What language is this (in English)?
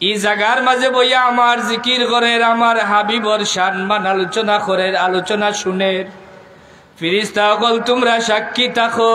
Sylheti